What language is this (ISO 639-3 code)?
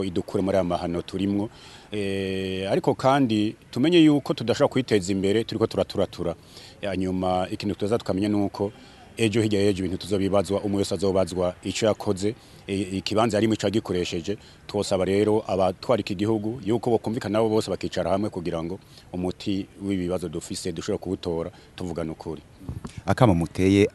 run